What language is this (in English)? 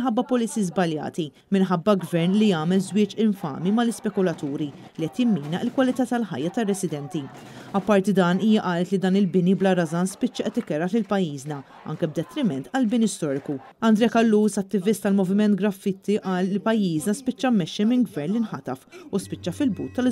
Maltese